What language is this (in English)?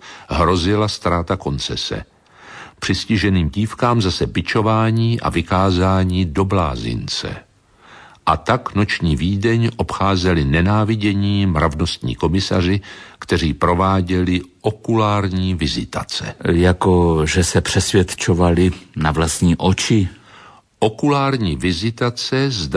Czech